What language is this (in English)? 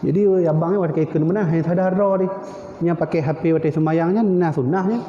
Achinese